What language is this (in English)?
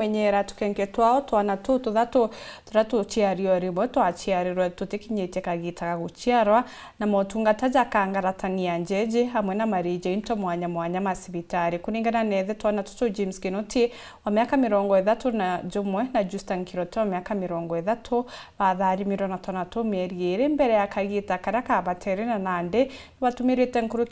Meru